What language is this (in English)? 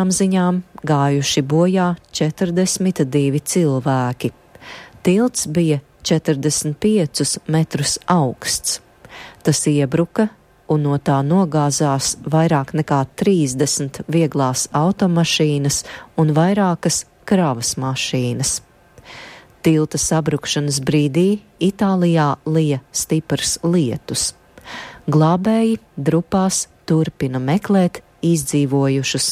Latvian